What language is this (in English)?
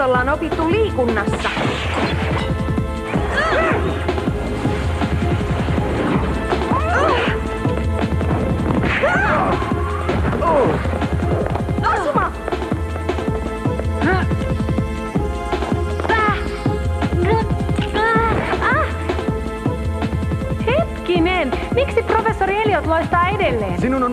Finnish